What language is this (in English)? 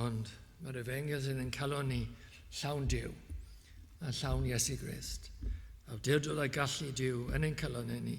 Welsh